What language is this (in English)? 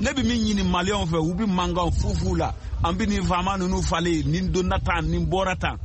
Bambara